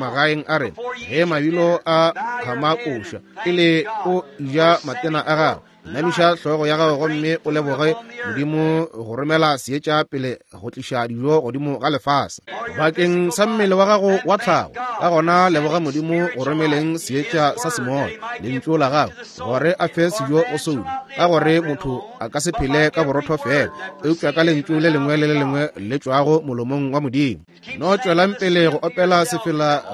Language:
Northern Sotho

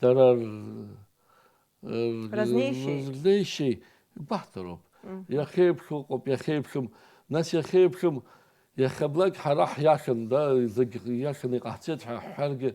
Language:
Abkhazian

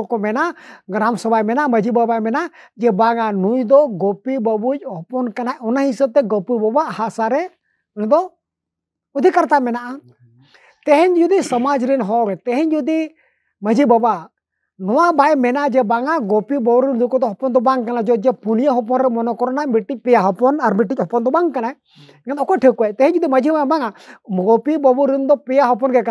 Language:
Santali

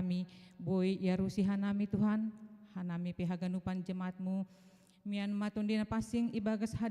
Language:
Batak Simalungun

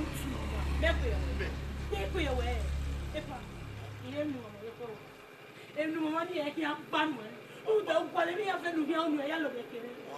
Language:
Bini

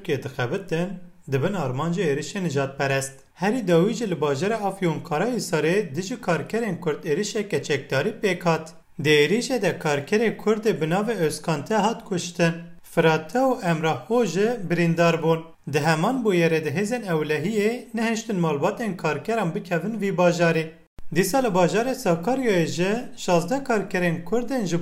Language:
Kurdish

